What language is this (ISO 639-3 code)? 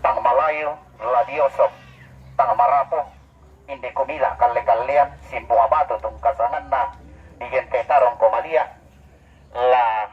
sda